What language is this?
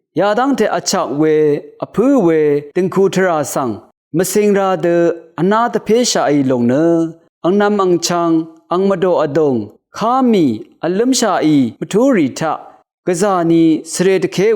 Rawang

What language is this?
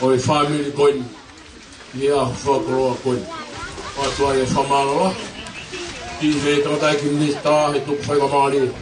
Tongan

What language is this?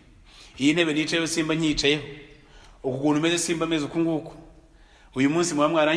Kinyarwanda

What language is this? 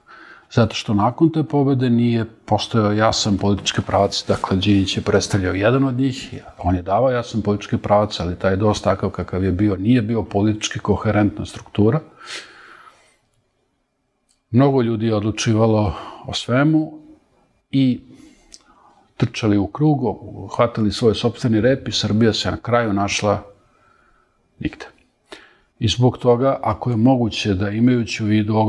Serbian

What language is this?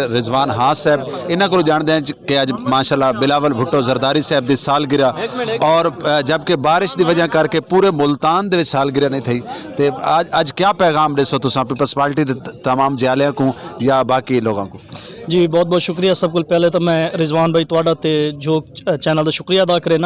Saraiki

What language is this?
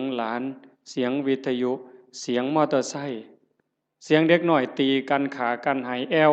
Northeastern Thai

